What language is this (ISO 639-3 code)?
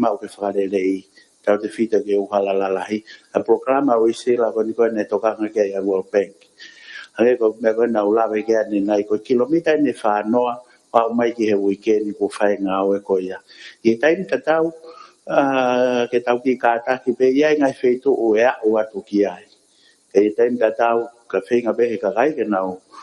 ton